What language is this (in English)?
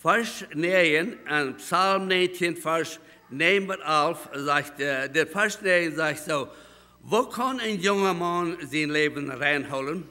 Plautdietsch